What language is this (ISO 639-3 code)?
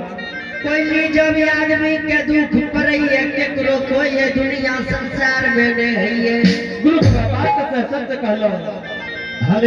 anp